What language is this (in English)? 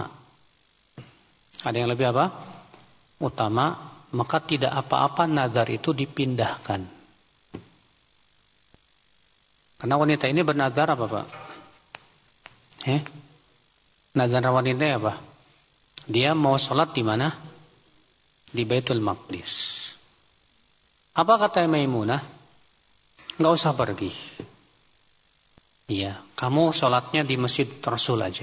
Indonesian